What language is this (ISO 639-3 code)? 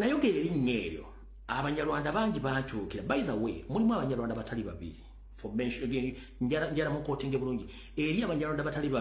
lug